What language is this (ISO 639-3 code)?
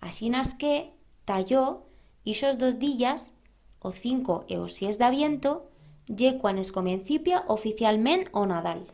arg